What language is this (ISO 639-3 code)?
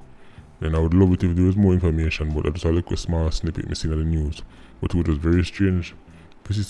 jam